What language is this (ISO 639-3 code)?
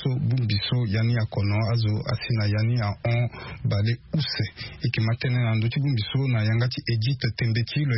sag